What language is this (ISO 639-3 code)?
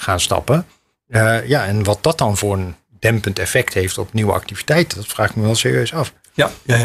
nld